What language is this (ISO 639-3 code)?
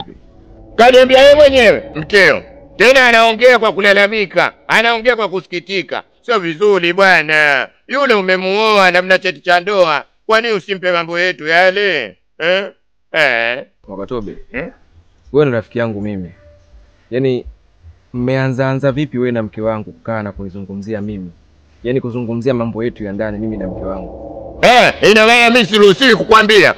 swa